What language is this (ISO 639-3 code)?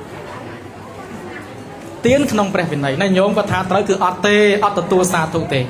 khm